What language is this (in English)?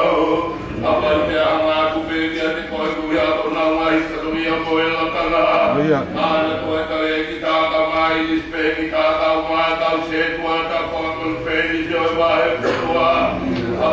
Tongan